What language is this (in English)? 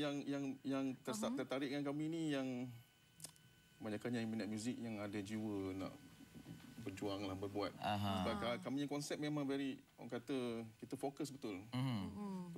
Malay